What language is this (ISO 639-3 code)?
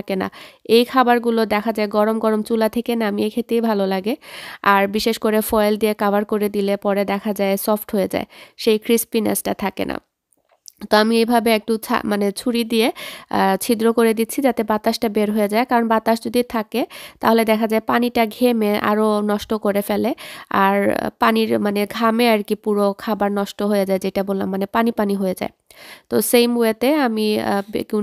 ben